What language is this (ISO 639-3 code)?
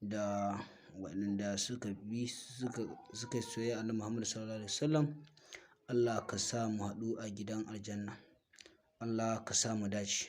hau